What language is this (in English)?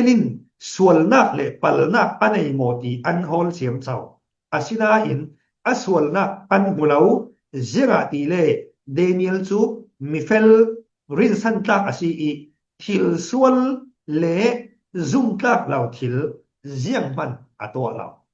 Falam Chin